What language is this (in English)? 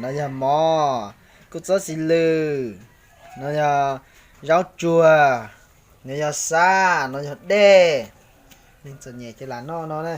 Hmong